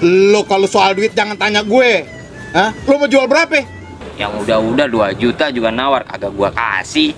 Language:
Betawi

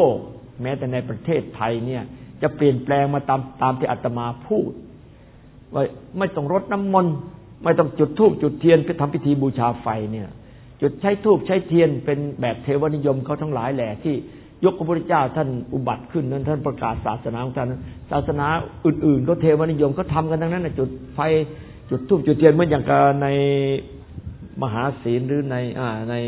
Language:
Thai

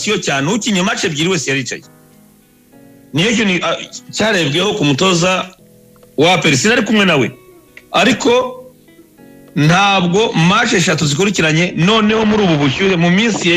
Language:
Kinyarwanda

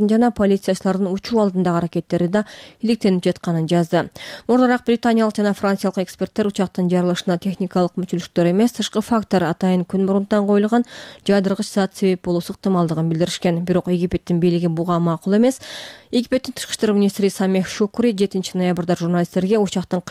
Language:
Kyrgyz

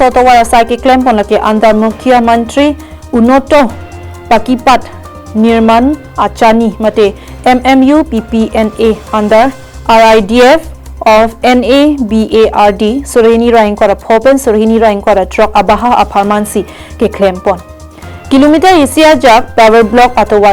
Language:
Karbi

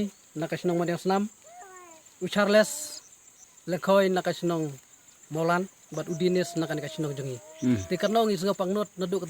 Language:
Khasi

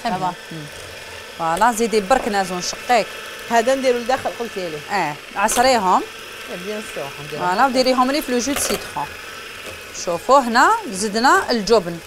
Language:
Algerian Arabic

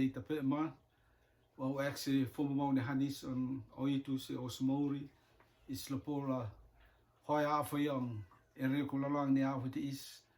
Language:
Rotuman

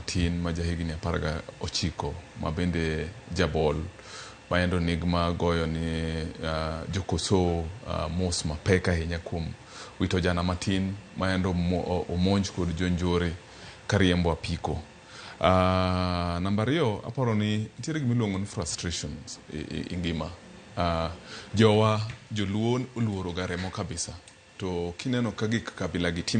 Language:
Luo (Kenya and Tanzania)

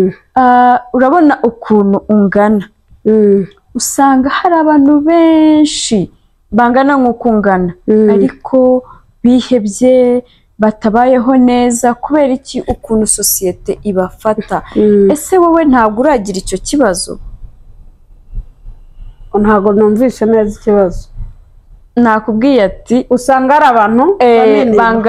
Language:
Kinyarwanda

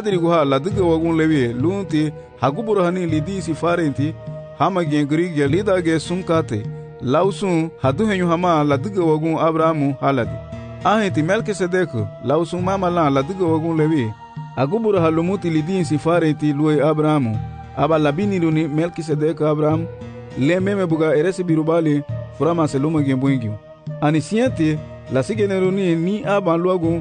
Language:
Garifuna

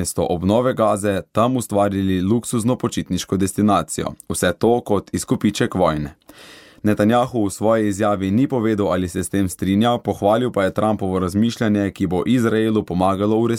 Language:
Slovenian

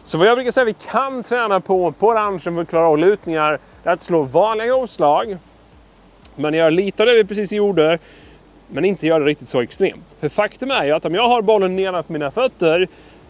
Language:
Swedish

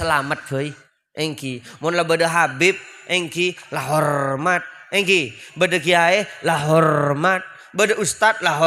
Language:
Madurese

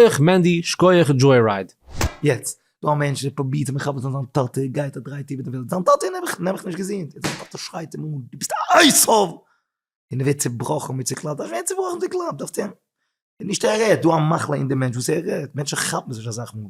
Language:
Yiddish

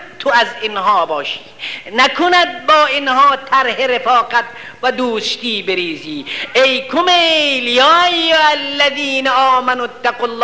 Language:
Persian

